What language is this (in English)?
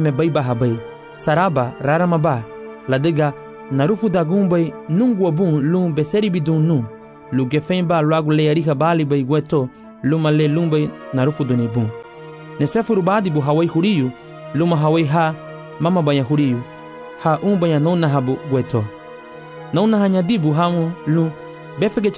Garifuna